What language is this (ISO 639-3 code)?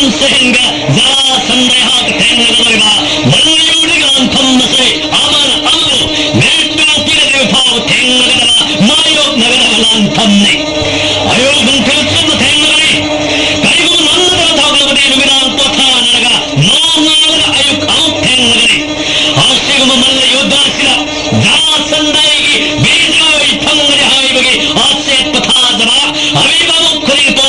mni